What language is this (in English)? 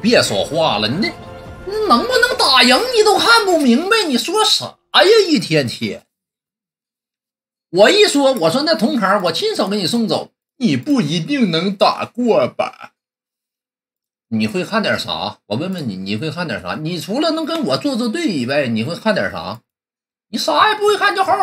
Chinese